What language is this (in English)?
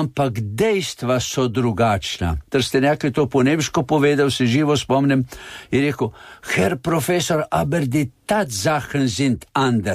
Slovenian